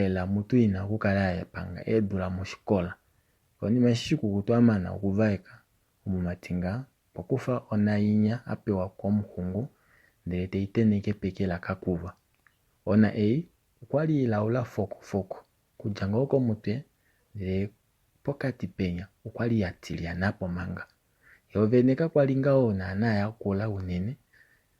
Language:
Kuanyama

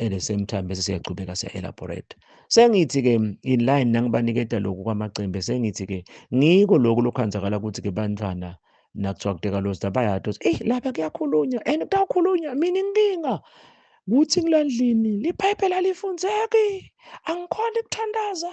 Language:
Zulu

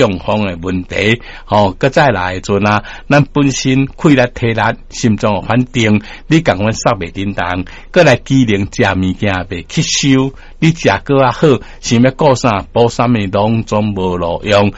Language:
Min Nan Chinese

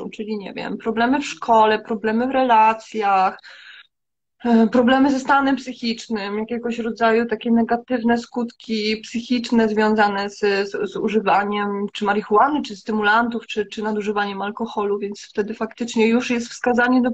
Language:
Polish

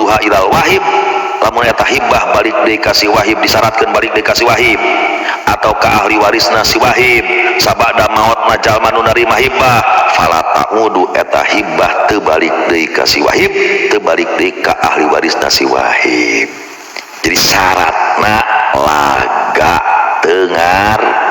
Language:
Sundanese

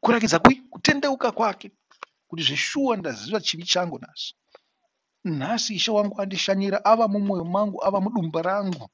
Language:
Shona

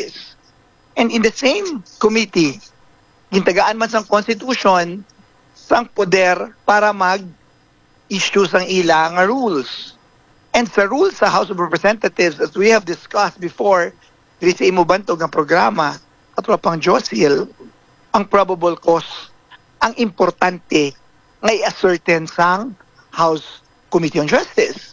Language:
Hiligaynon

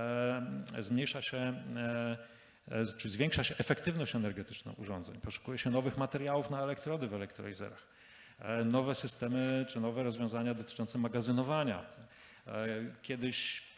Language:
Polish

